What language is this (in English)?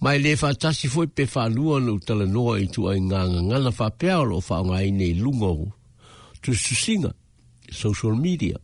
Samoan